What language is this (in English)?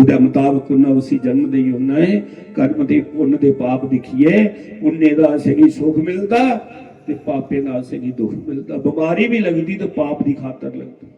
Dogri